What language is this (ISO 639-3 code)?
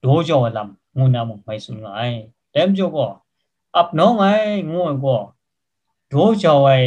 kac